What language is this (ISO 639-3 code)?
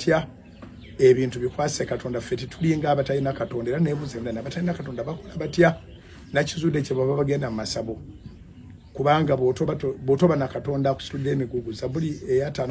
lug